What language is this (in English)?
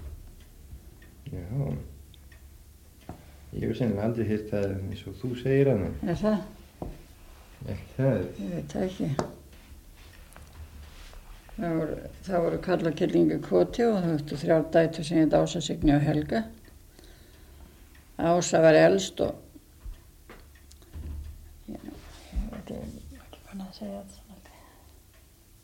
Icelandic